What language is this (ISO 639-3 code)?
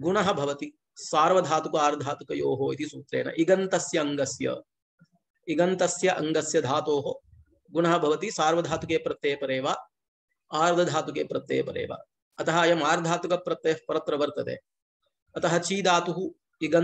san